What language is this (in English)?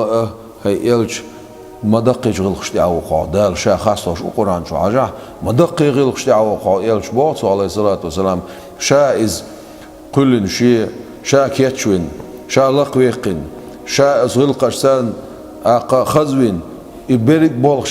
Chechen